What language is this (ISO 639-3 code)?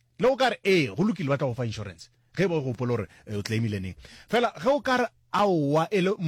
nso